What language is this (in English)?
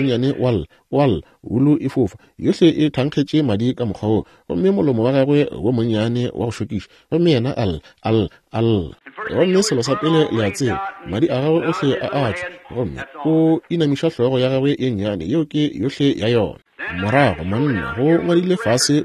Northern Sotho